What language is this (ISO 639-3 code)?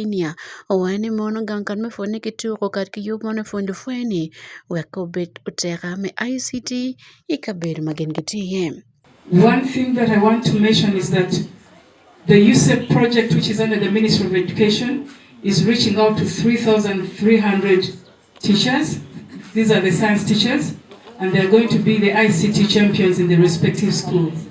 ach